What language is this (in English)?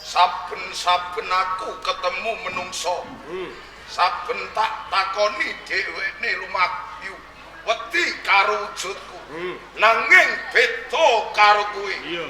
Javanese